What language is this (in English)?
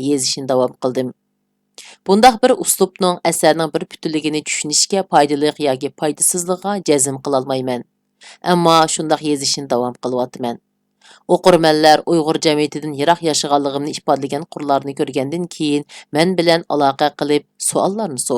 Uyghur